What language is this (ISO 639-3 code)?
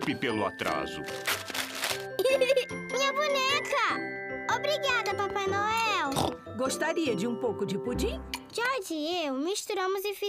por